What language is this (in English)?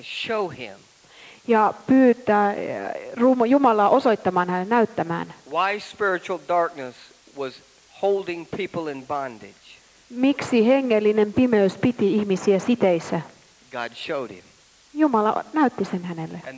Finnish